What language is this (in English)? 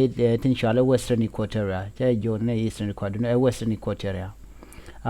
Nuer